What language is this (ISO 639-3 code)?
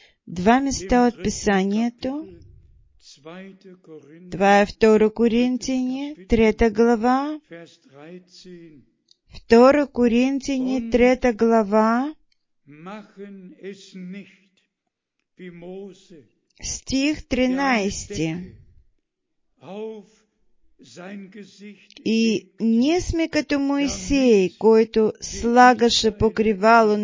bul